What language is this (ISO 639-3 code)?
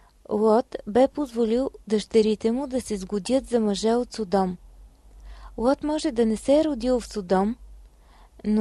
bul